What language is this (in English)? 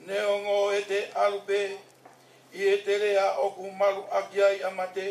Tongan